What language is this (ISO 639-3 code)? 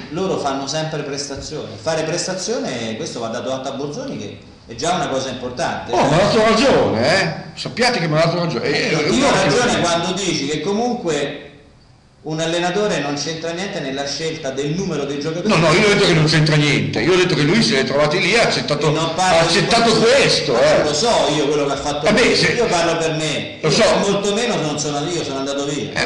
ita